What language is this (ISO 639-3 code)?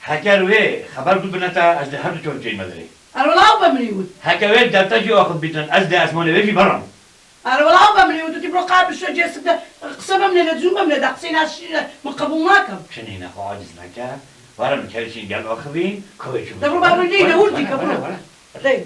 kur